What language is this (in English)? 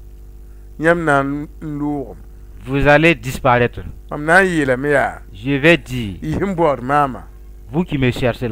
Mossi